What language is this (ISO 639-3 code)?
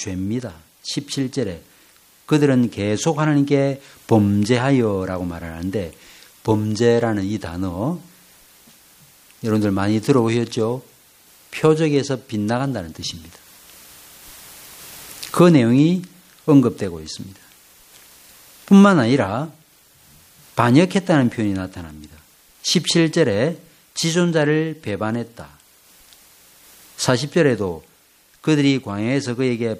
kor